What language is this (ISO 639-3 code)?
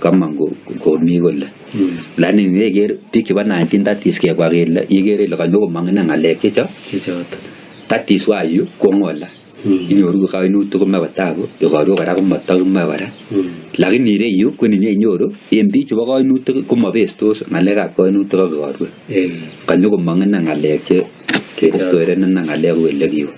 kln